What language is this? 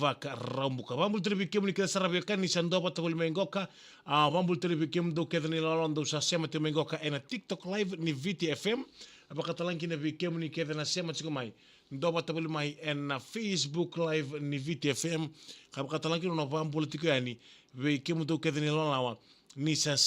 Fijian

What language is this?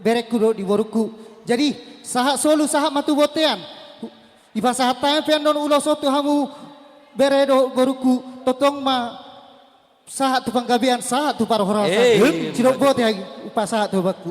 Batak Toba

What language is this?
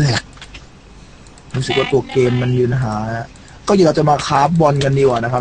Thai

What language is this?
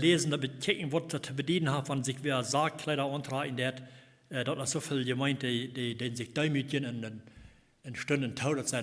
Plautdietsch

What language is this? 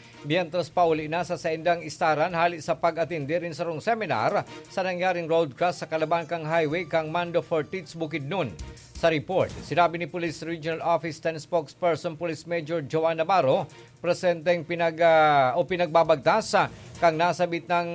Bikol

